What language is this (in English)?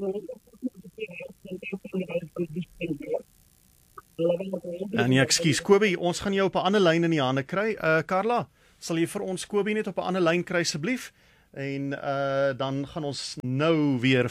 Afrikaans